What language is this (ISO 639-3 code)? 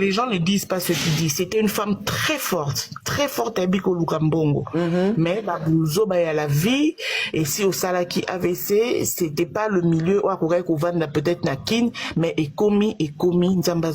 lin